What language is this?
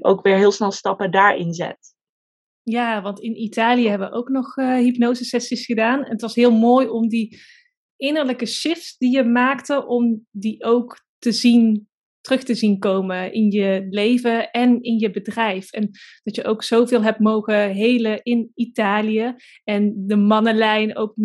Dutch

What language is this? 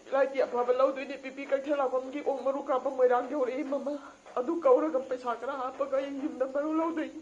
Manipuri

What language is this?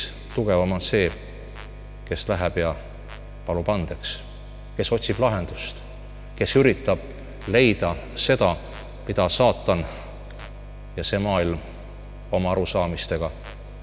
Estonian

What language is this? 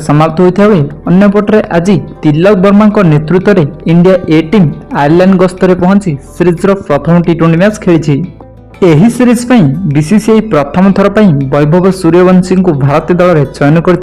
Odia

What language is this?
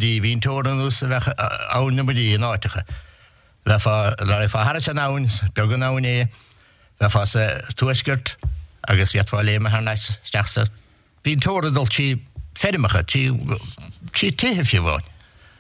Irish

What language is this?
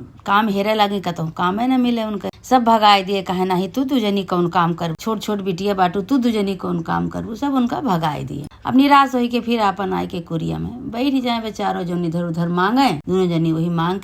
Awadhi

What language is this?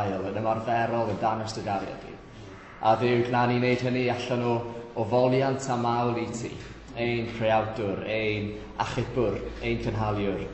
Welsh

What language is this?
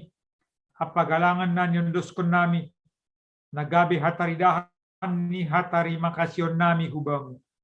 Batak Simalungun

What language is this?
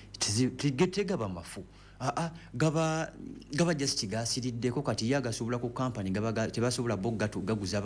Ganda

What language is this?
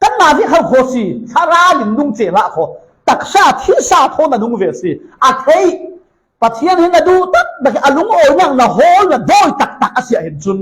Falam Chin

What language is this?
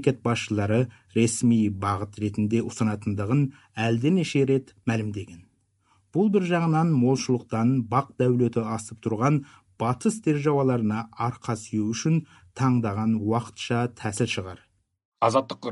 Kazakh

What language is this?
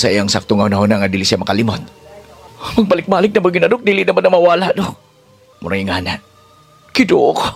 Cebuano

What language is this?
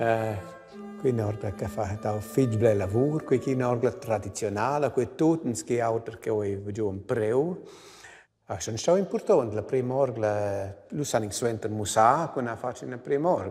Romansh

